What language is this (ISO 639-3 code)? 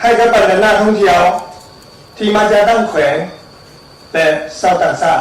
lao